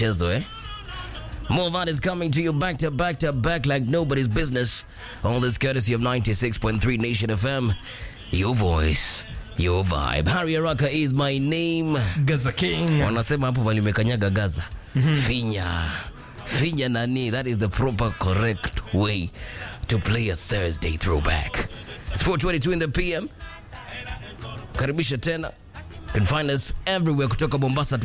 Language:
Swahili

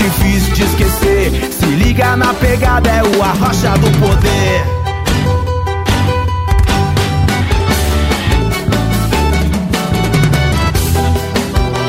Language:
Portuguese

